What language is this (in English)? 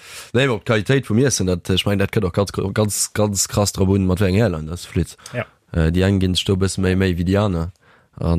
Luxembourgish